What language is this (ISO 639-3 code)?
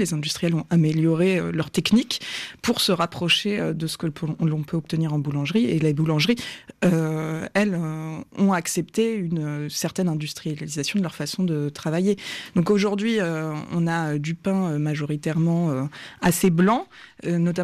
fra